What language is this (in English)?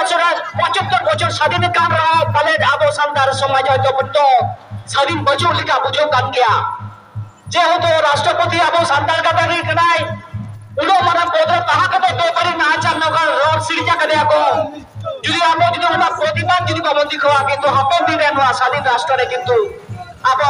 Santali